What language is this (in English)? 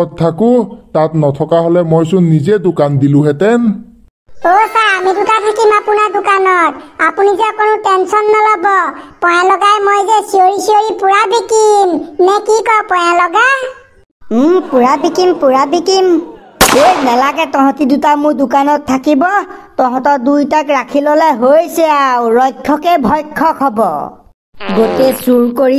Assamese